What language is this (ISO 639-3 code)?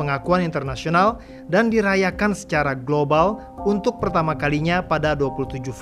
ind